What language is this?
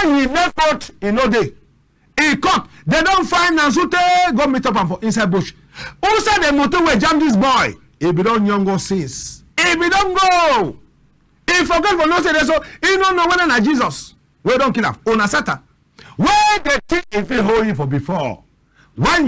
Cameroon Pidgin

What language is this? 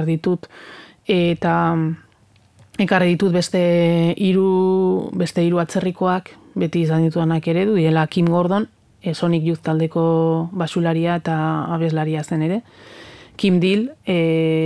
Basque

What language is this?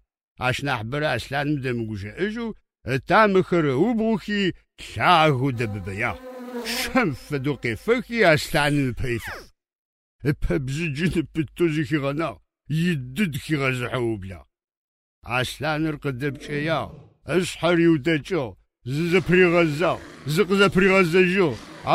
Adyghe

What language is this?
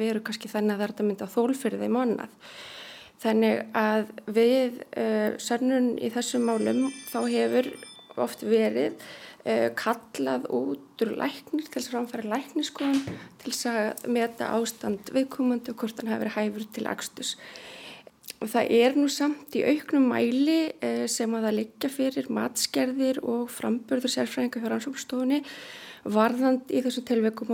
Icelandic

